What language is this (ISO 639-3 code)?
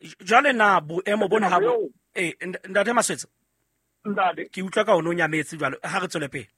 sot